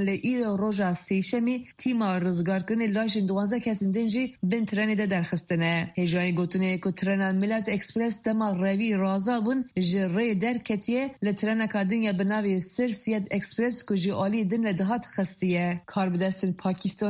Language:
Kurdish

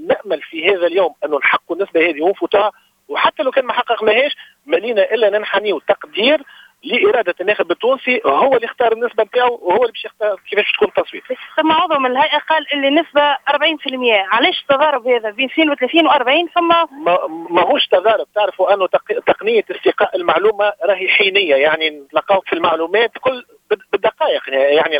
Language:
Tunisian Arabic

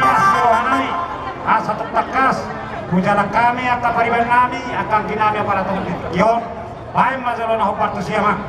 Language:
Batak Toba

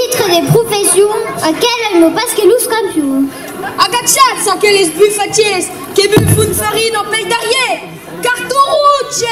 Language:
Occitan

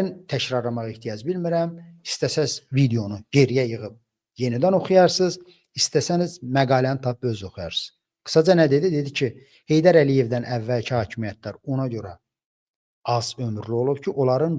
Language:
Azerbaijani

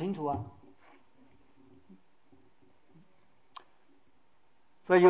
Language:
Chinese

